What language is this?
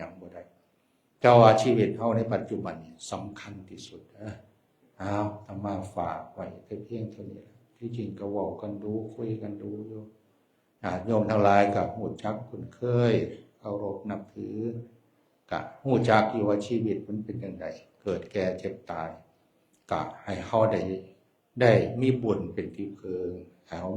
Northeastern Thai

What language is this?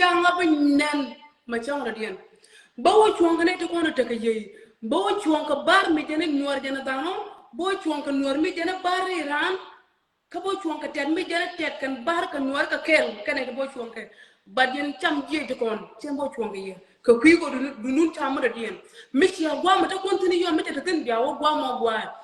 Nuer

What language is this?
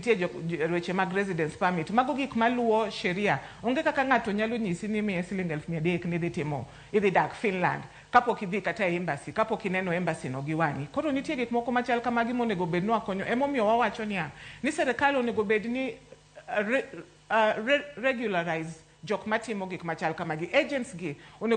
Luo (Kenya and Tanzania)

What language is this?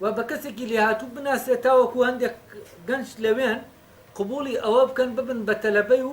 Central Kurdish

